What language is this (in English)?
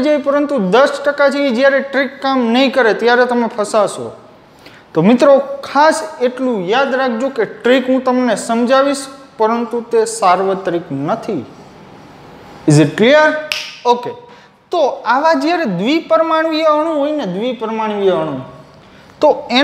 Gujarati